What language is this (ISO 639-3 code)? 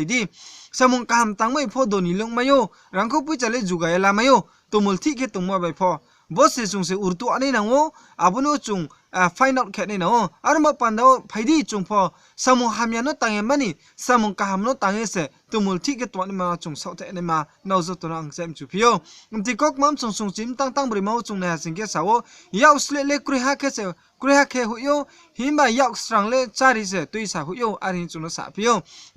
ria